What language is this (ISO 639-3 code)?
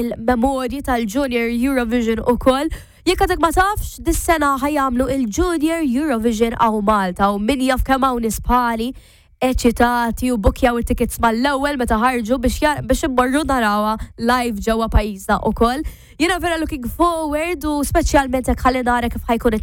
mlt